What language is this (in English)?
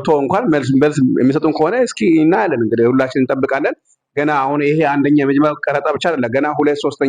Amharic